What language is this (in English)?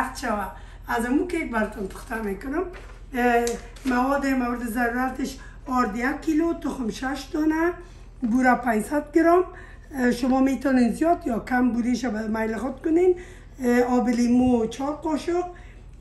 Persian